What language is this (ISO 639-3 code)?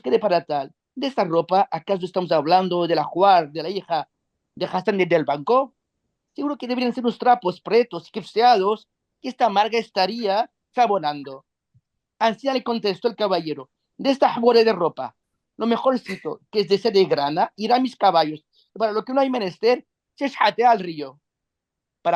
lad